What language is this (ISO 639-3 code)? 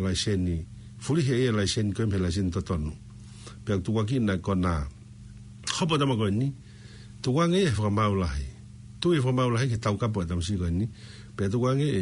ton